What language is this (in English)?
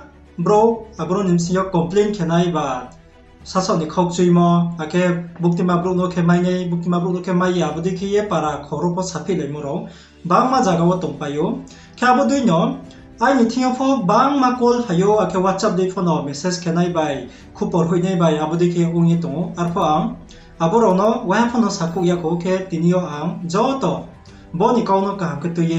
Riang (India)